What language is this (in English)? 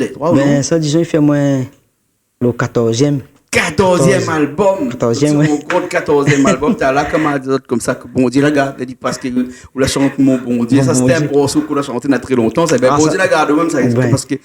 Réunion Creole French